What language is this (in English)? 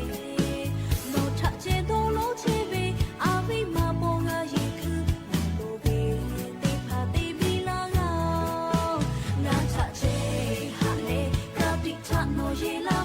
Lahu